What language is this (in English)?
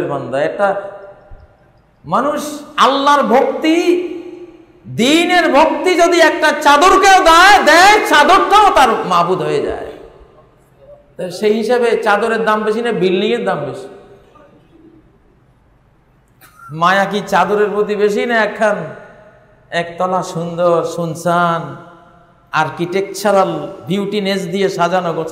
Bangla